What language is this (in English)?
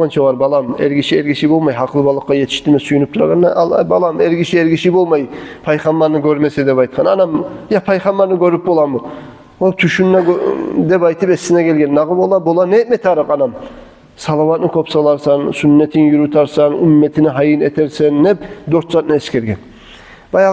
Kumyk